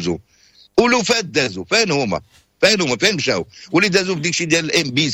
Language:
Moroccan Arabic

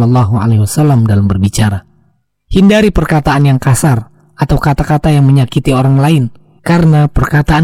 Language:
Indonesian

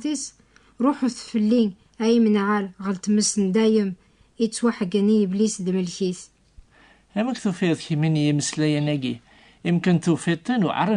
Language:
Kabyle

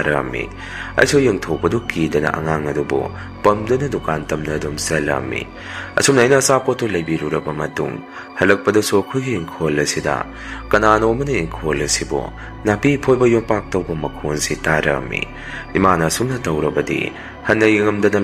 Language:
Manipuri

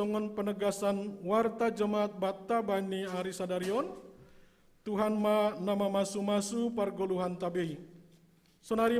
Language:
Batak Simalungun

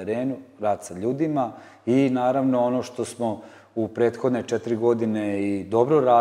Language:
Serbian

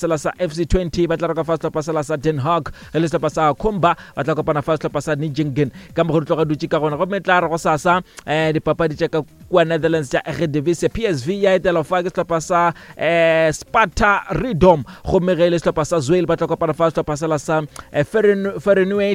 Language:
Northern Sotho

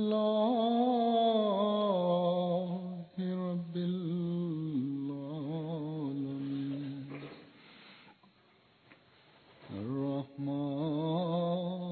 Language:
Bangla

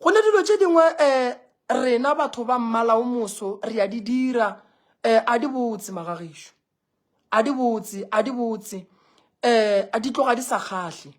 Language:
Northern Sotho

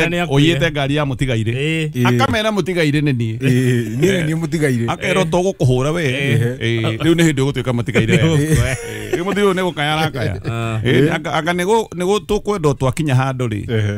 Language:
Kikuyu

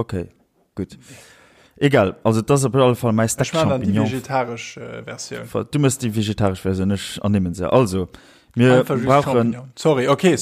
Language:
Luxembourgish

